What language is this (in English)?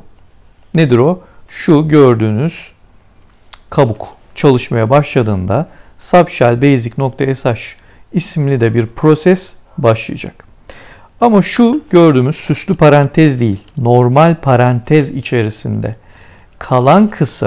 Turkish